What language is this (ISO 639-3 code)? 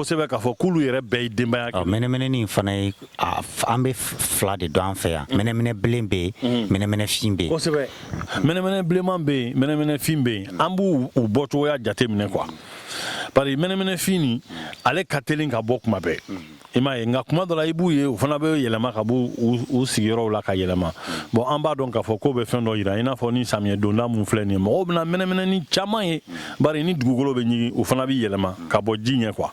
bam